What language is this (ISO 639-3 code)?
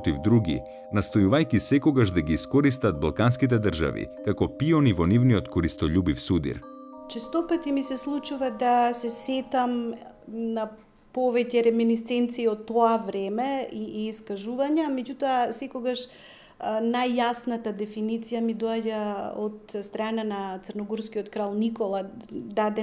mkd